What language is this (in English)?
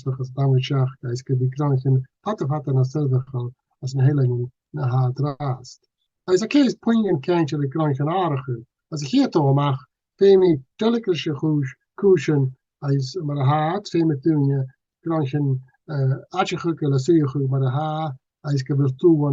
Scottish Gaelic